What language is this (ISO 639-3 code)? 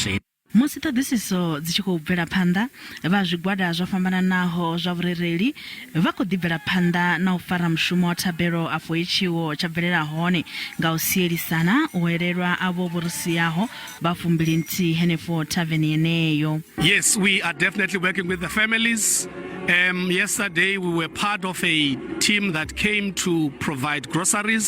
ven